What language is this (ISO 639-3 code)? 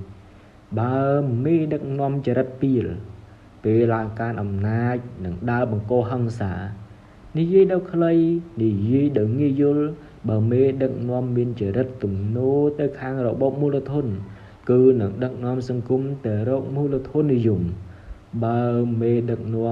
khm